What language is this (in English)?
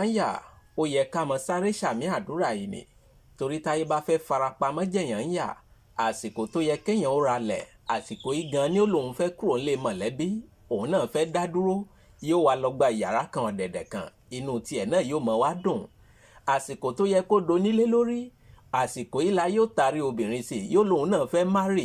Yoruba